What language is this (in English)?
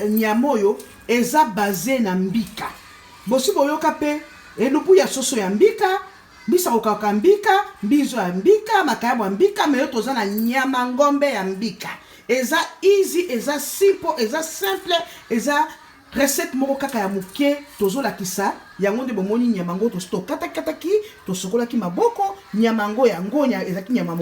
Lingala